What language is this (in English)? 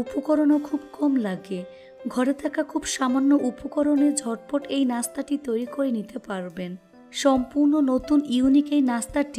Bangla